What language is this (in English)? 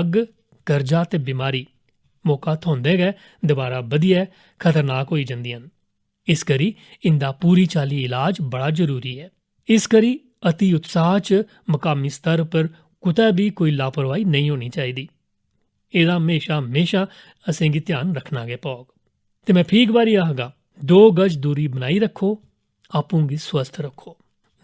Dogri